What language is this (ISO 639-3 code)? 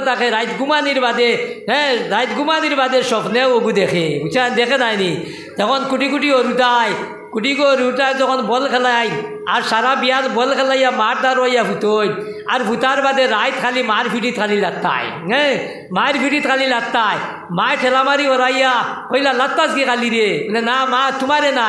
syl